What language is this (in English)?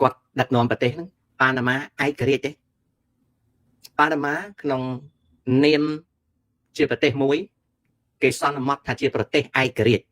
Khmer